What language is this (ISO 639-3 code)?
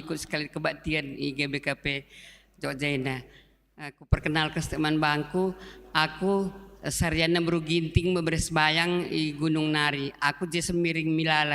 btx